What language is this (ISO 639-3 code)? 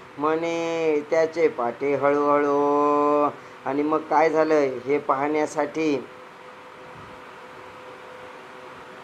mar